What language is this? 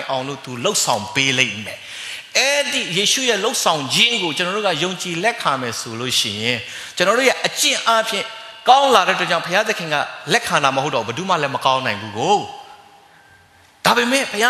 Burmese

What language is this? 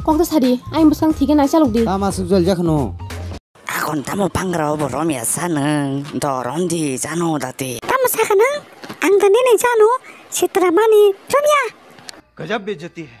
Kok Borok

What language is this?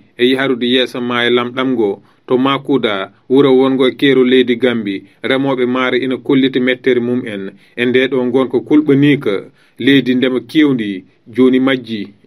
Fula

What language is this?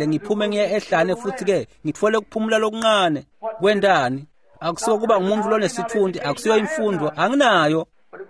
Swati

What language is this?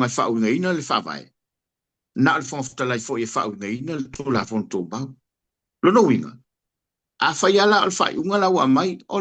Samoan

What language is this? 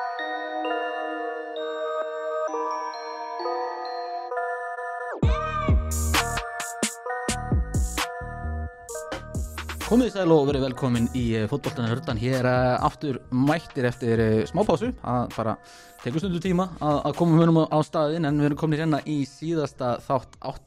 Icelandic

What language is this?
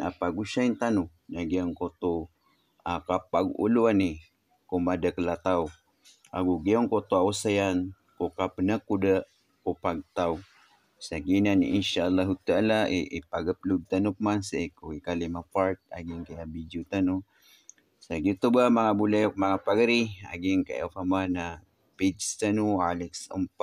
Maranao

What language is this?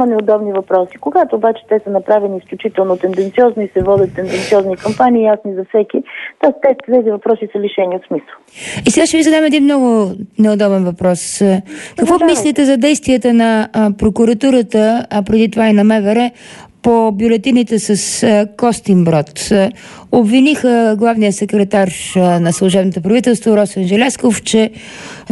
Bulgarian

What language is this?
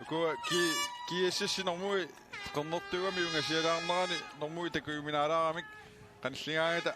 Kalaallisut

